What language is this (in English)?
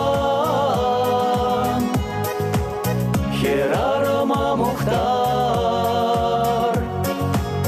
Chuvash